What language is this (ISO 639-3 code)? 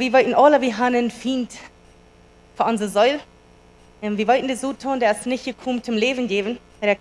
pdt